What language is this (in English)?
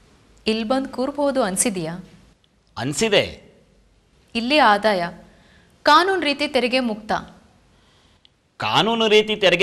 Kannada